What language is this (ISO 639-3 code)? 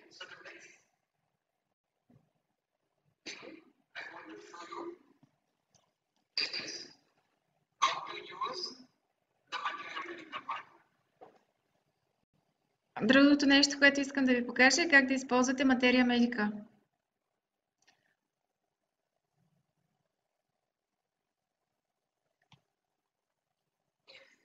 bul